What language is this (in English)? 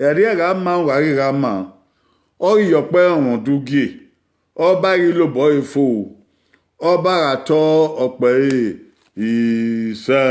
Bini